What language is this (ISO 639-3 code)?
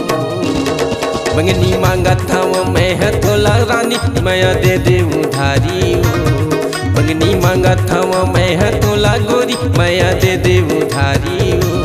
hne